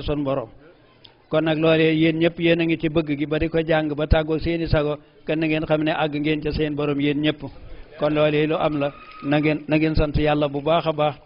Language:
Wolof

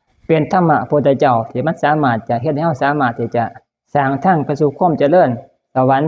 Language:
Northeastern Thai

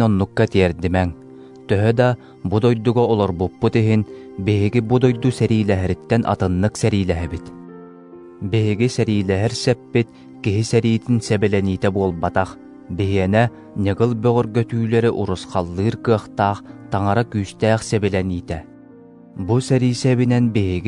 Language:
Yakut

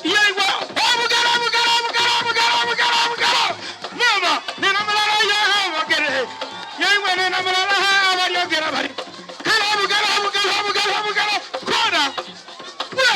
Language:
Soga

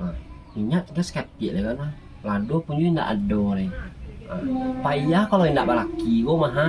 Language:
Minangkabau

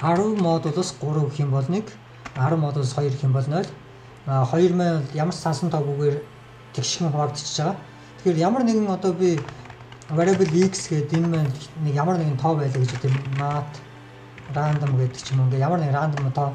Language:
Mongolian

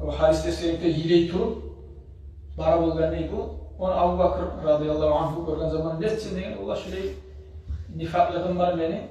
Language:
Kumyk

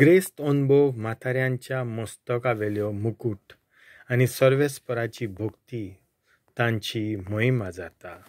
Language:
Konkani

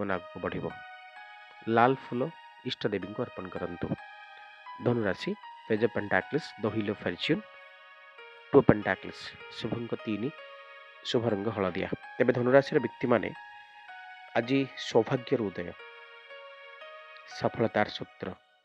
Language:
Odia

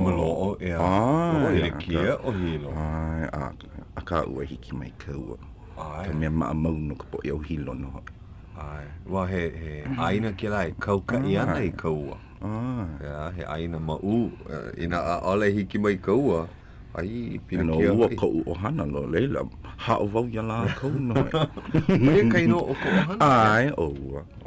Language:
Hawaiian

